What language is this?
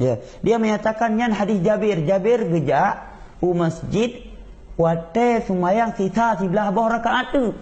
Achinese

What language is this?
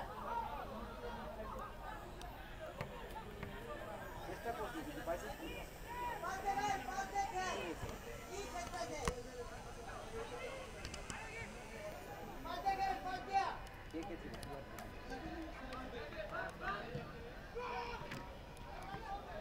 Bangla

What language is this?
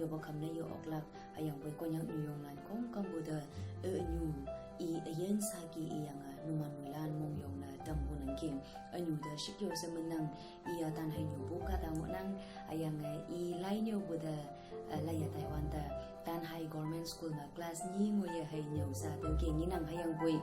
Konyak Naga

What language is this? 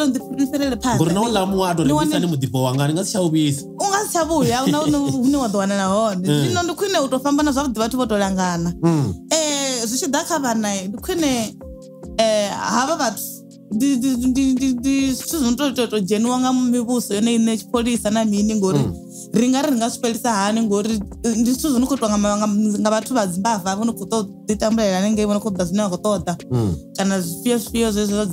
Venda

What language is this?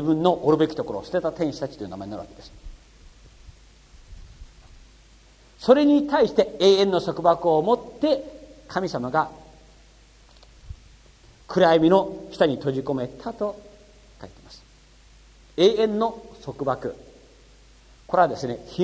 Japanese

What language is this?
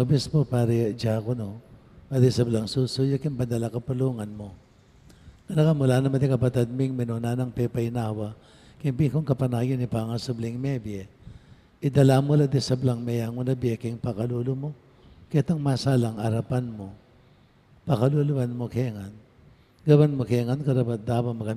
Pampanga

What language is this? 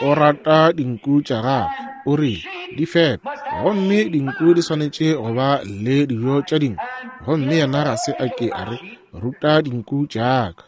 Northern Sotho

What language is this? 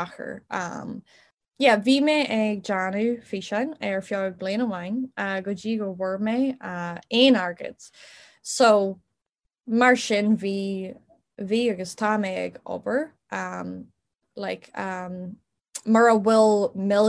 Irish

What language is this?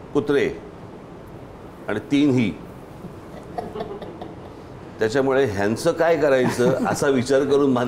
Marathi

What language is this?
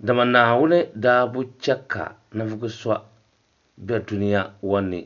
Dagbani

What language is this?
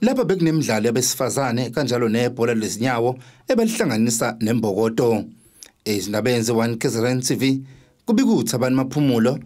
Zulu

